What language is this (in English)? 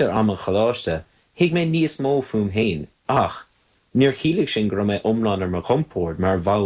Irish